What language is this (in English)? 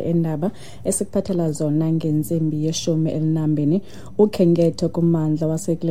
Xhosa